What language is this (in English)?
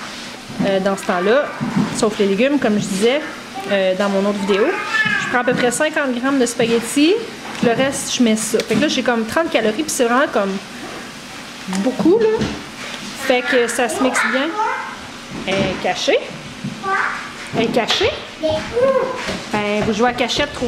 French